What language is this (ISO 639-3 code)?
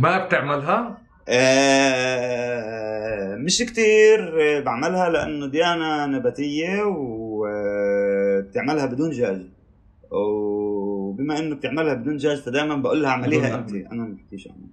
apc